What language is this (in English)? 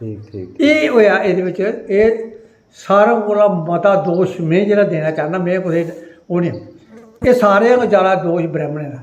Dogri